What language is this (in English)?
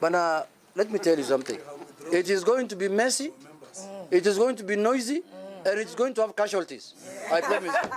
Kamba